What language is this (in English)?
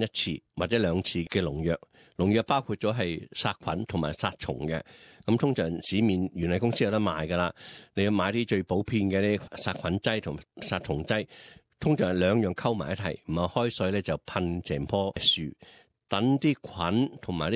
Cantonese